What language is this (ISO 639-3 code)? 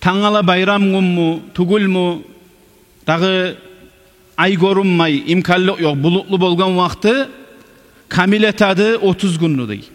kum